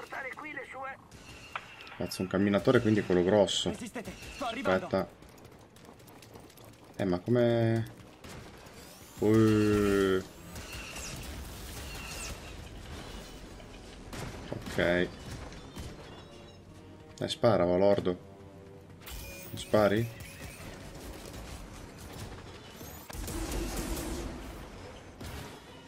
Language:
Italian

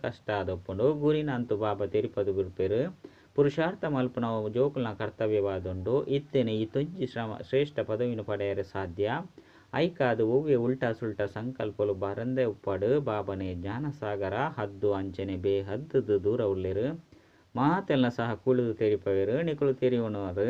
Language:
Tulu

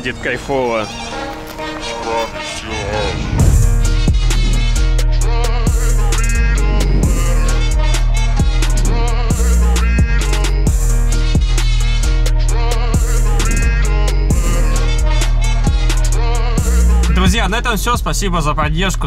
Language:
Russian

